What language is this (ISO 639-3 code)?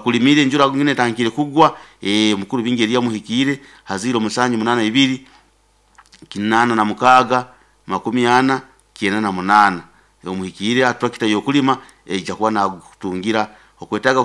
nyo